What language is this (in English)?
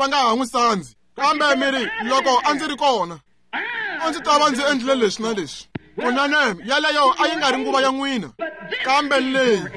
Tsonga